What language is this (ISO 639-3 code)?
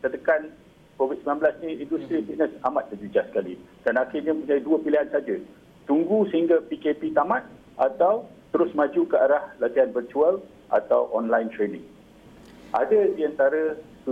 msa